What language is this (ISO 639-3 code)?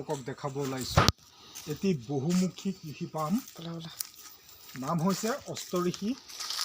asm